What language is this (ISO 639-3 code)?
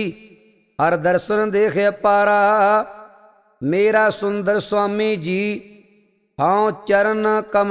pan